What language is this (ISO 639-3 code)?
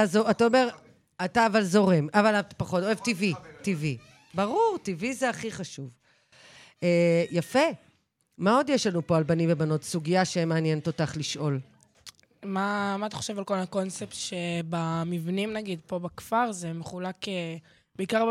heb